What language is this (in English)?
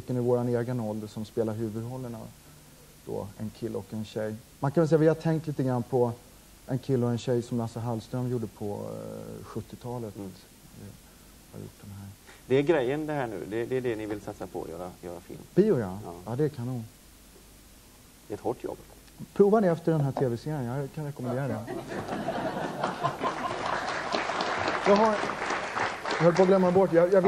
Swedish